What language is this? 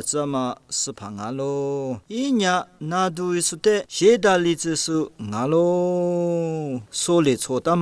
Lisu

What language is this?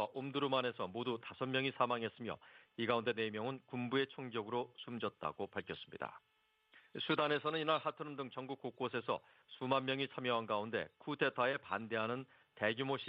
Korean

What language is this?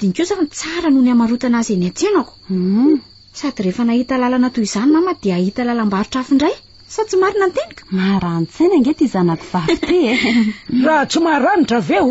Malagasy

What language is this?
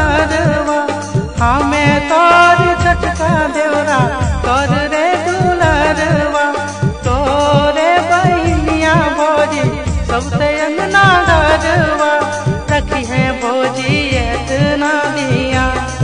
Bhojpuri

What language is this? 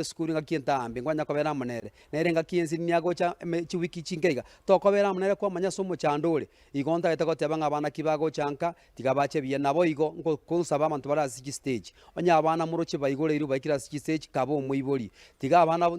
Gusii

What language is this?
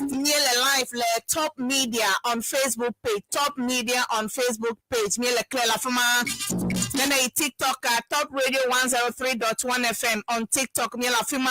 Ewe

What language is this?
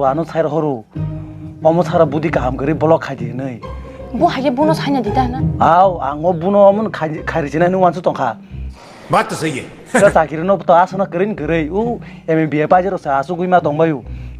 Kok Borok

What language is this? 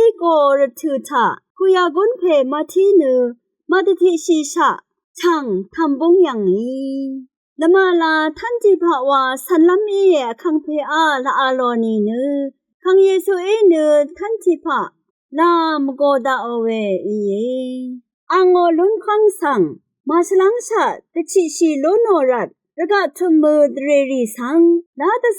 Rawang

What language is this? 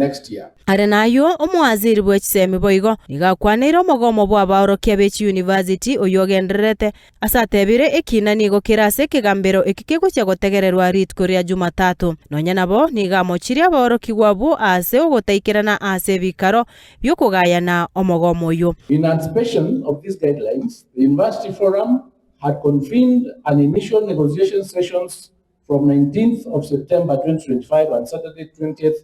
Gusii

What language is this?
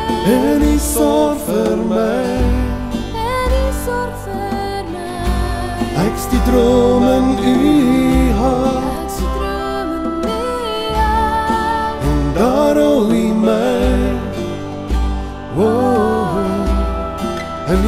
Afrikaans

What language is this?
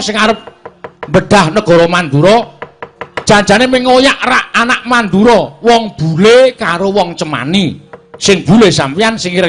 Javanese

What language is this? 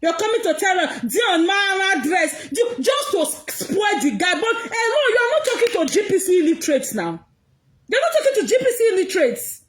Nigerian Pidgin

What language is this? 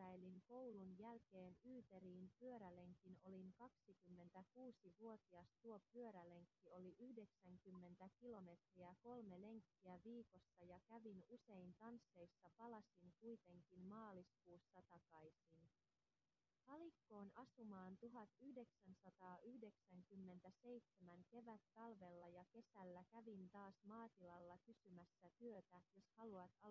Finnish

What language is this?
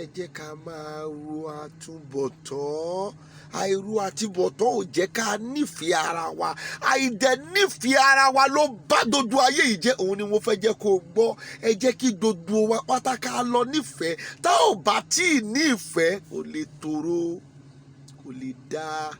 Yoruba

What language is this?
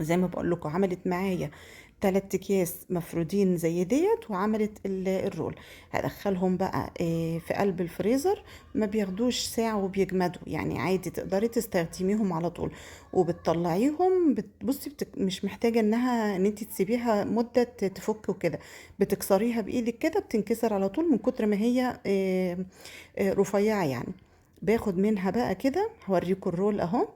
Egyptian Arabic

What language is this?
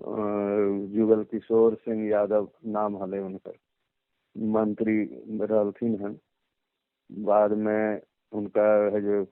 Magahi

